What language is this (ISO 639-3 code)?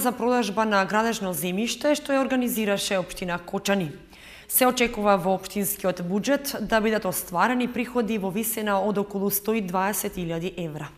mkd